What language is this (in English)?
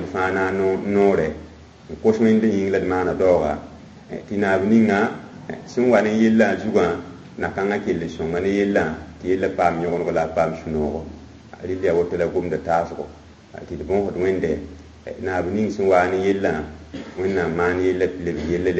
Mossi